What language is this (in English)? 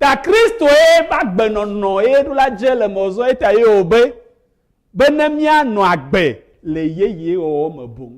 Ewe